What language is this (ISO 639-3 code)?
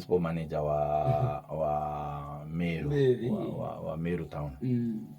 mer